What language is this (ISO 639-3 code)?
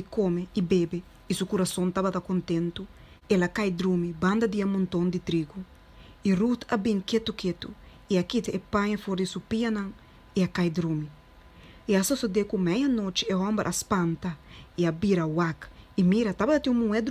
pap